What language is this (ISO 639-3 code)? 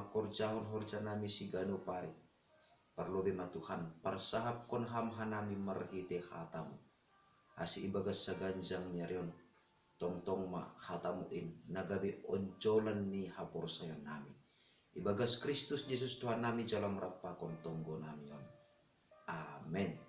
bts